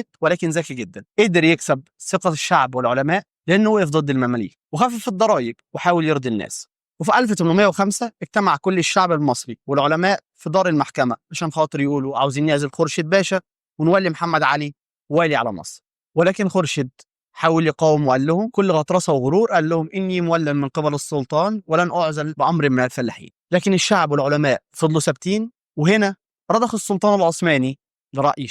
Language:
Egyptian Arabic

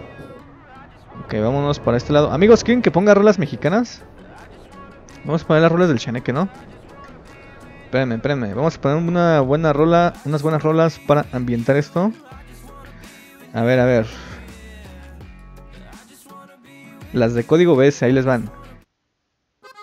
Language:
Spanish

